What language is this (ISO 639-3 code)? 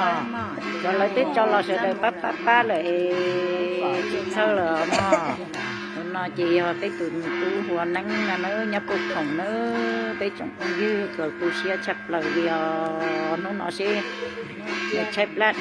hmn